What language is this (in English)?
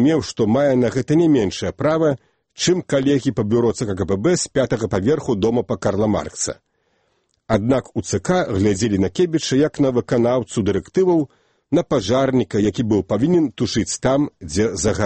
Belarusian